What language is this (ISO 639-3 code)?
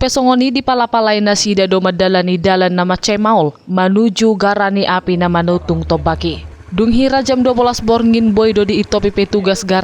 bbc